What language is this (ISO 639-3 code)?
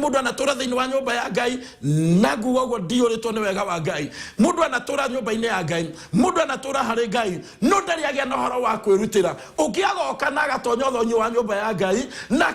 kik